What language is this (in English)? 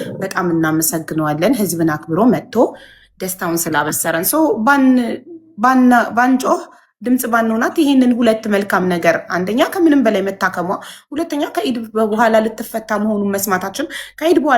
Amharic